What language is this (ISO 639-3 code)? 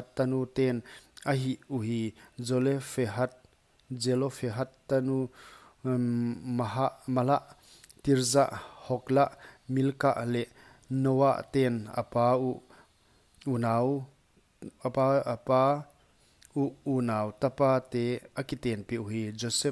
pck